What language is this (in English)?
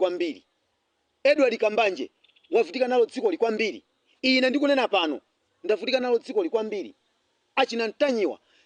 Nyanja